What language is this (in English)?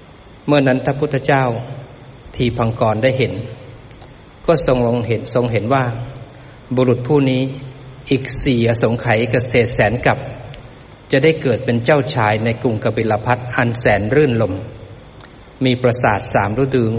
Thai